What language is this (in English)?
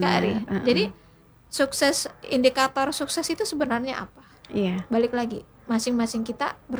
Indonesian